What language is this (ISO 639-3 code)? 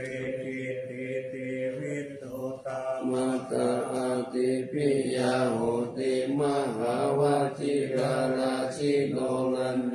pli